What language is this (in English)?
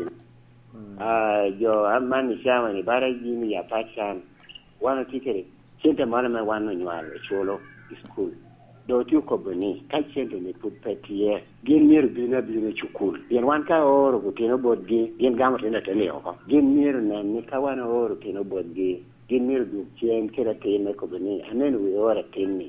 Lango (Uganda)